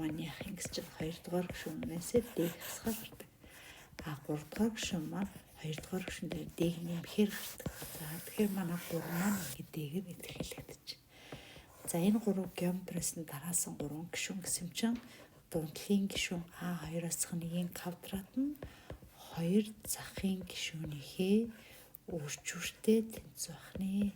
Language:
Mongolian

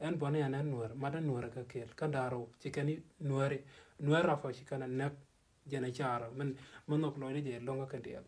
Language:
Nuer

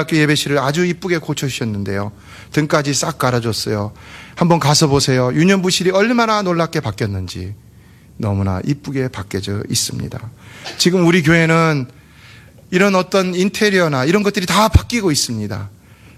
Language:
Korean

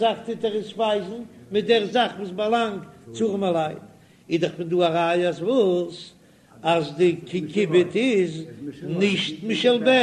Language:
Yiddish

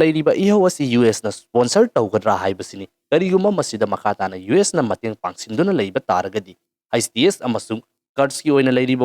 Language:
Manipuri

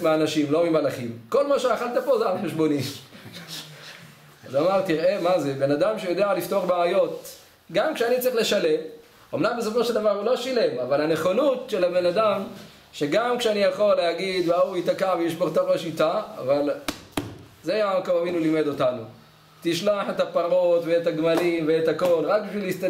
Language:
Hebrew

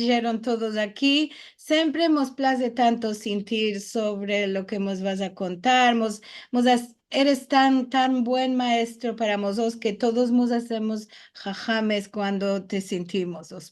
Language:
Ladino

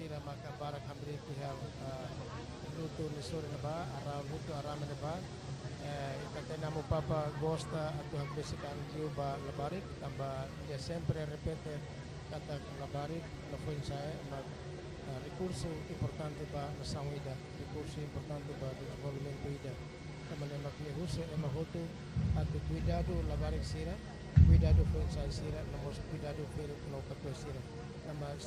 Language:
Tetum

